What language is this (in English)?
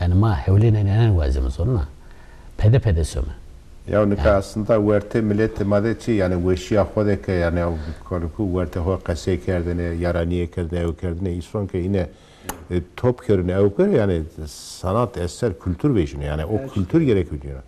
Zaza